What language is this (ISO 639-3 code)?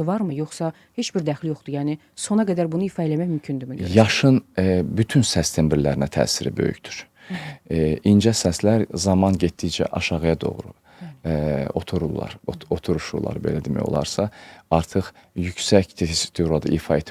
aze